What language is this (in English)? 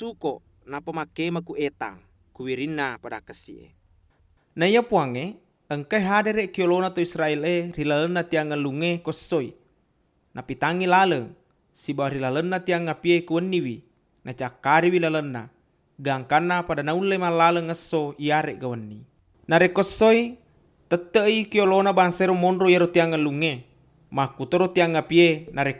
Buginese